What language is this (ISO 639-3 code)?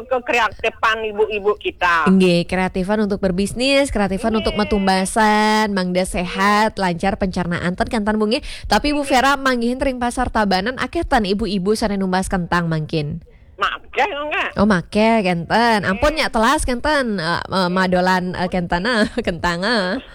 ban